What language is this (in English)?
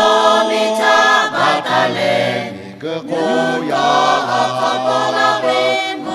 Lahu